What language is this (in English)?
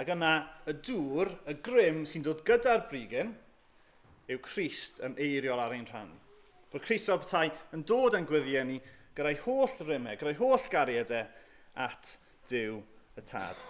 Welsh